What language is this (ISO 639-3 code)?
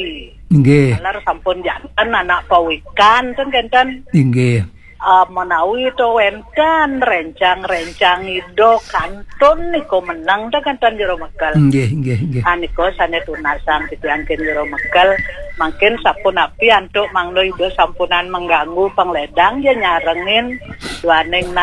ban